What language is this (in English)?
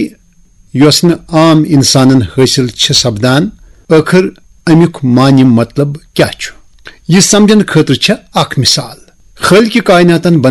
Kashmiri